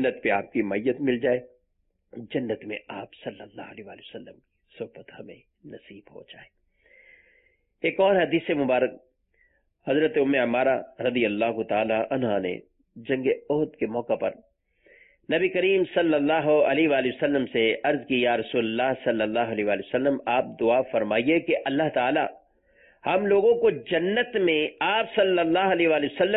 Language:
Urdu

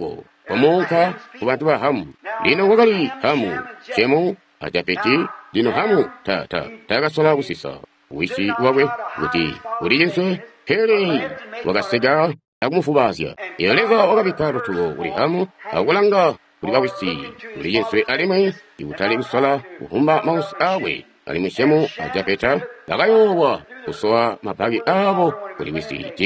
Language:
Tonga (Zambia)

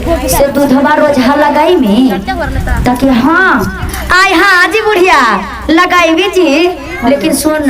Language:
Magahi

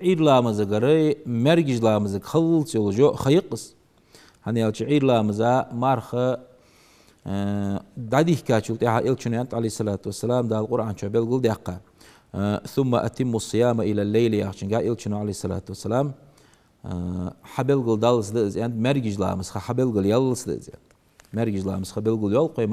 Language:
Ingush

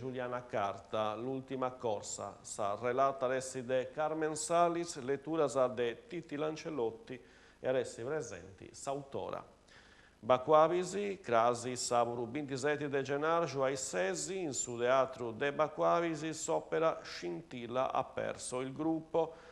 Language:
Sardinian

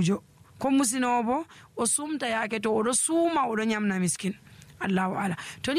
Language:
Nigerian Fulfulde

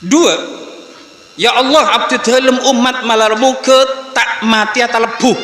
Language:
Madurese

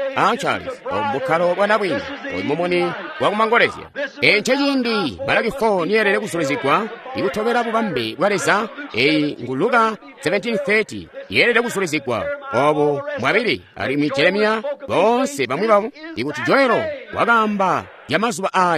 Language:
Tonga (Zambia)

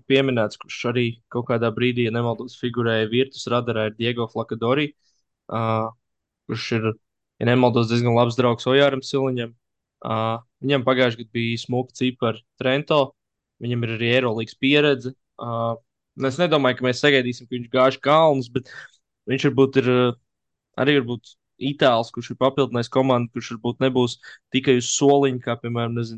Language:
Latvian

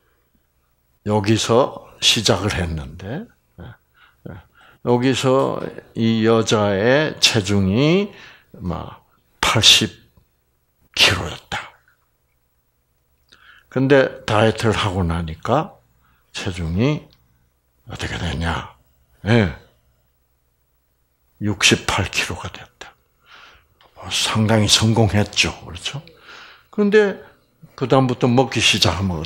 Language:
Korean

